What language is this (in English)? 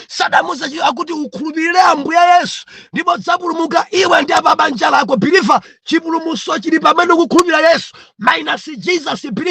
Nyanja